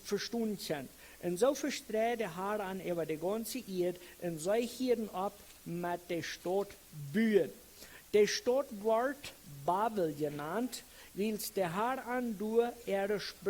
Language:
Plautdietsch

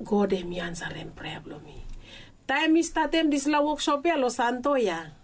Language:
Bislama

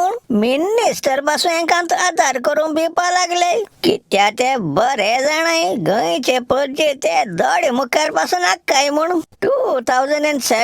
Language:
Konkani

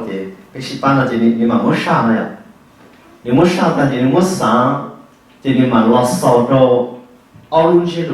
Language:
Hmong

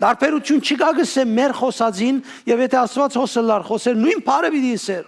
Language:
Western Armenian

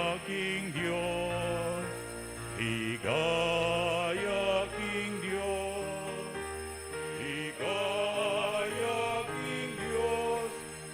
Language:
Pampanga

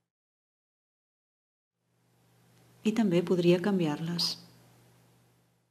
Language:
Catalan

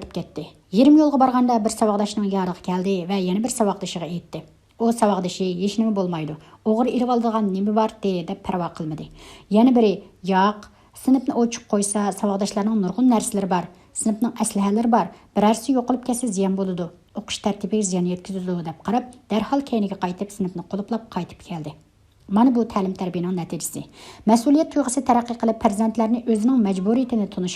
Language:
Uyghur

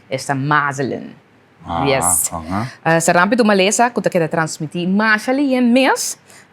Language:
Papiamento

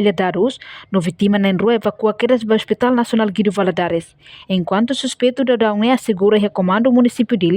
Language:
Tetum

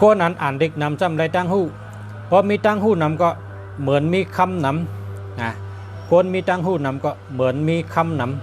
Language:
Shan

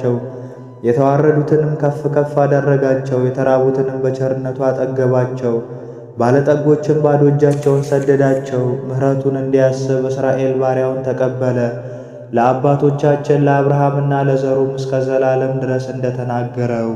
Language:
Amharic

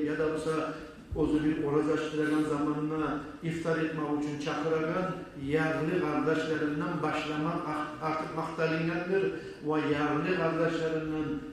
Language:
Kumyk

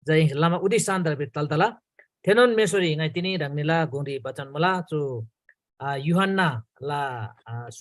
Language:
Eastern Tamang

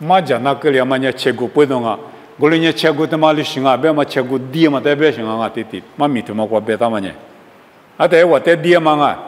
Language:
Lisu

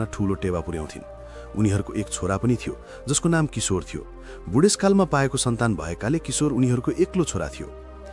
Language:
Nepali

